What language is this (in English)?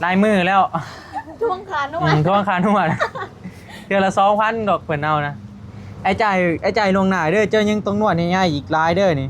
Northeastern Thai